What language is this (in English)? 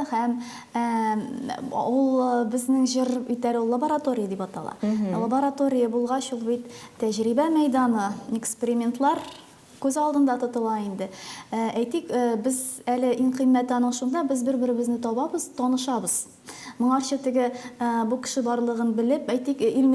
Tatar